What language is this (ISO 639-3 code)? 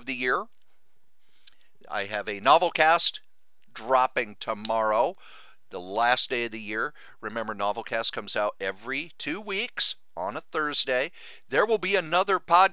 eng